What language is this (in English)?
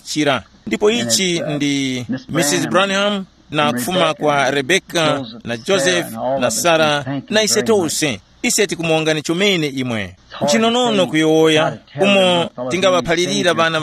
Tumbuka